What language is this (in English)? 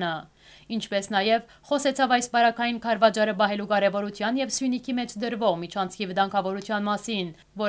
Western Armenian